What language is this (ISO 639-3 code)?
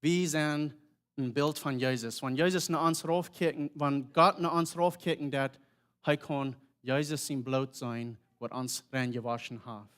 pdt